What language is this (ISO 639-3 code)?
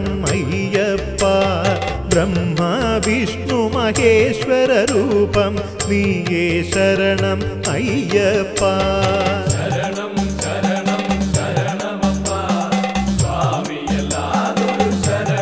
mal